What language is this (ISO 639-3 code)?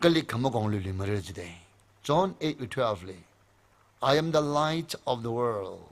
nmf